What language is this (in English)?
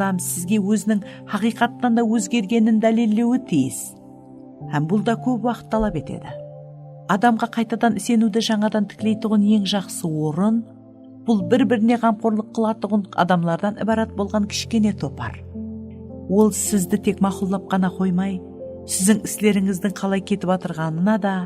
Kara-Kalpak